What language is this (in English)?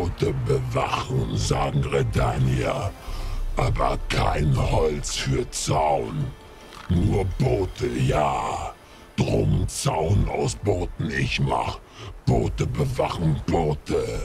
Swiss German